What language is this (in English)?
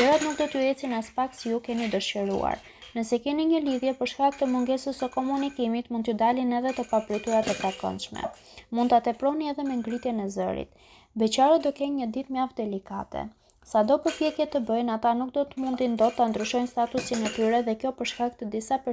Albanian